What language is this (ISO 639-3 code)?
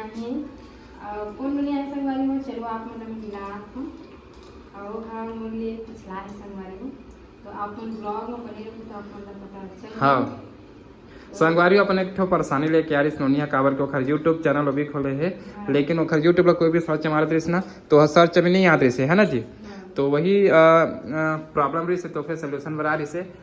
hne